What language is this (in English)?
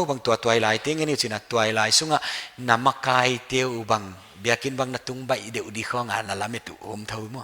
Paite Chin